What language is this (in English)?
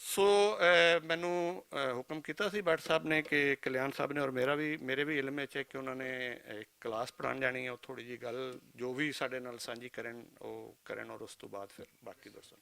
Western Panjabi